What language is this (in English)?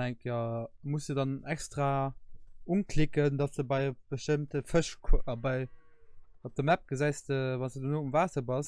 Luxembourgish